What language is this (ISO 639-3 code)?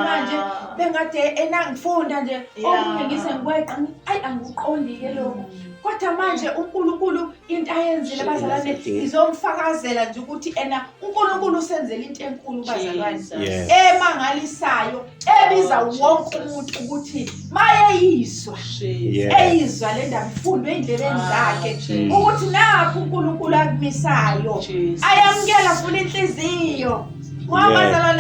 zul